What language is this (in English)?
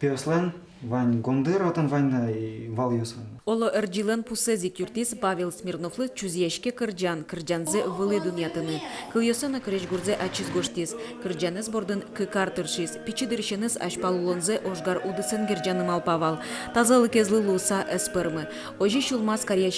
Udmurt